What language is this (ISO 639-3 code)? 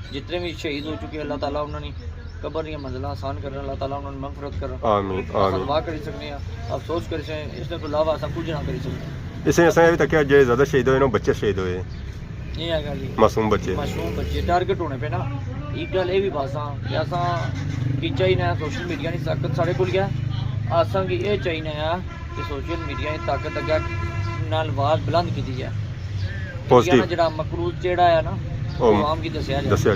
phr